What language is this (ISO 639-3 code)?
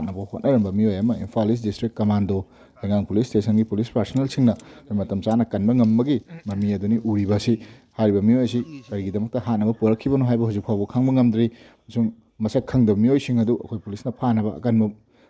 mni